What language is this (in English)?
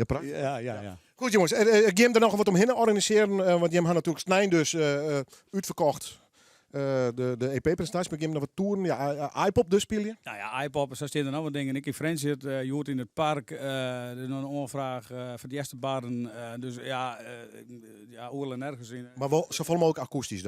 Western Frisian